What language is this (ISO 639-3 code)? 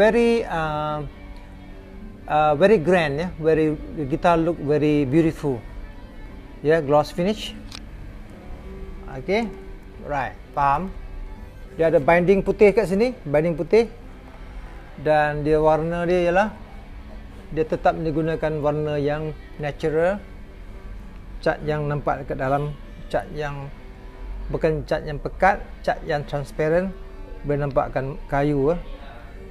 msa